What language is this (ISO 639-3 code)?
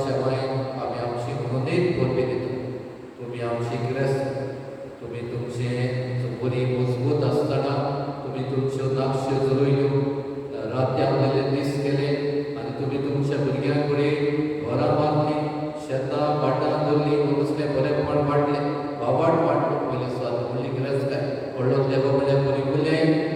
kok